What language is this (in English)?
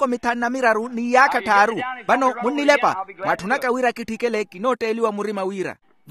Makhuwa